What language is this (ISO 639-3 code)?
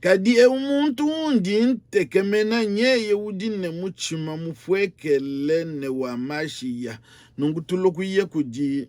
lua